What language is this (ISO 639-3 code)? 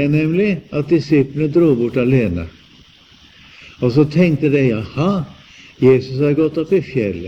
nor